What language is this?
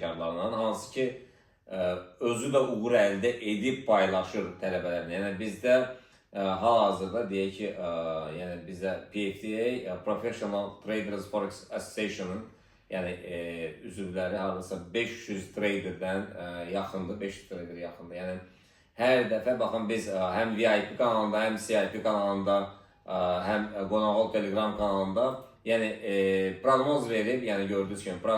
Azerbaijani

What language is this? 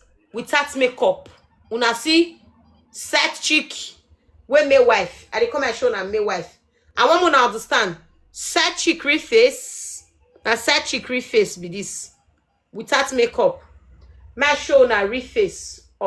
Nigerian Pidgin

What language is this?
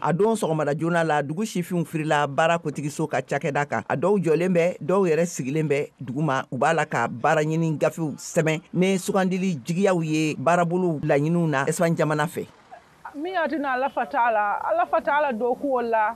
Bambara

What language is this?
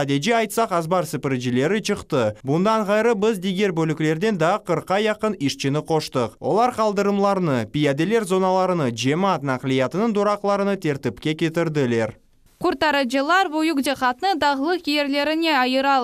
Crimean Tatar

